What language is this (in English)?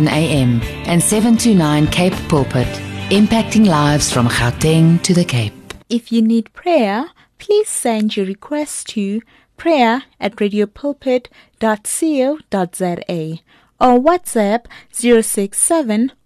English